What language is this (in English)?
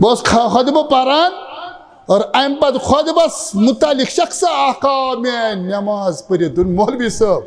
Kashmiri